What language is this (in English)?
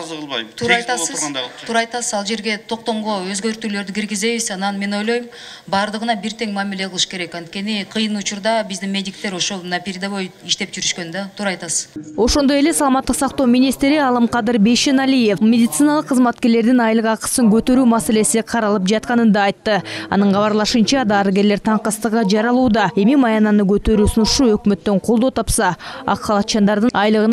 Kyrgyz